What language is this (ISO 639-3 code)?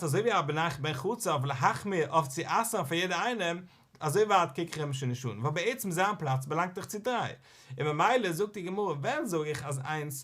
yid